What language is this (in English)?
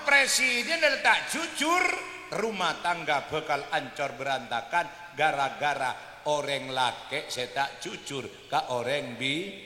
Madurese